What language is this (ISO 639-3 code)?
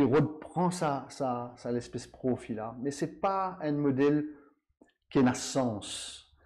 mfe